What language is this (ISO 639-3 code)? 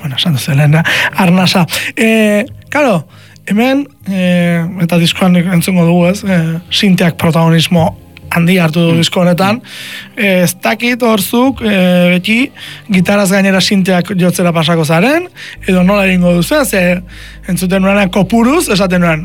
eus